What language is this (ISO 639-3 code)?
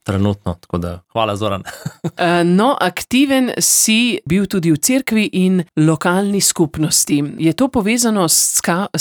slv